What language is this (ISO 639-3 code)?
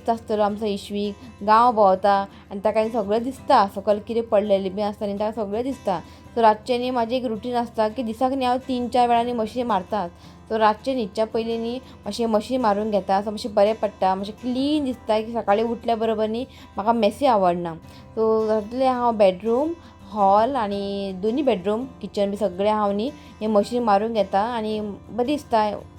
kok